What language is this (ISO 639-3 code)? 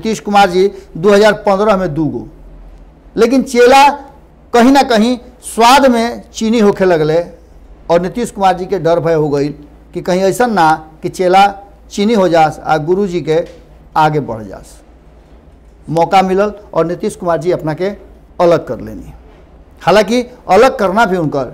bho